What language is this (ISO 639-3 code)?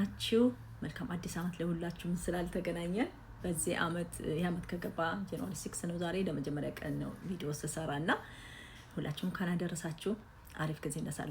amh